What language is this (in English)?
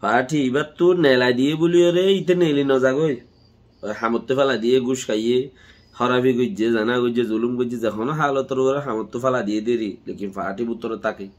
Rohingya